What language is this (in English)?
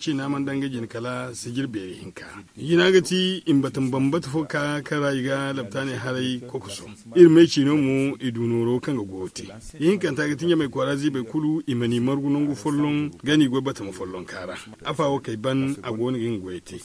Zarma